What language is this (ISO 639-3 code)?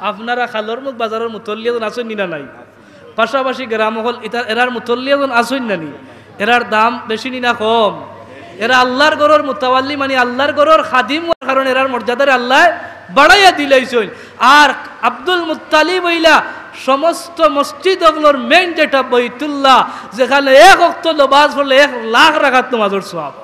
syl